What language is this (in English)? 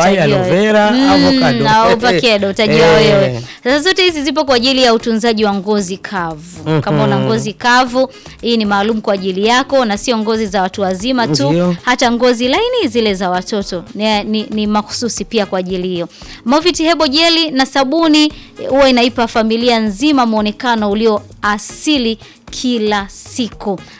Swahili